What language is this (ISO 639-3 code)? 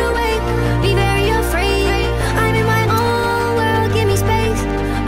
eng